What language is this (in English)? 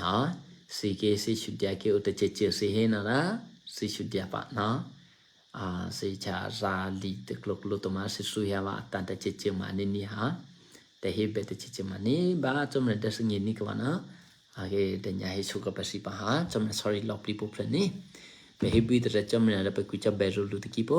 Eastern Kayah